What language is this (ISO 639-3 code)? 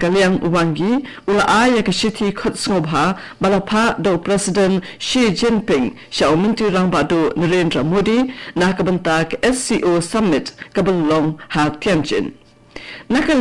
kha